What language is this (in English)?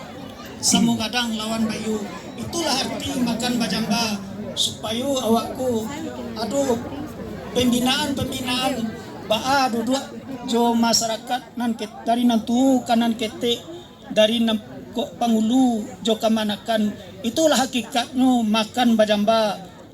Minangkabau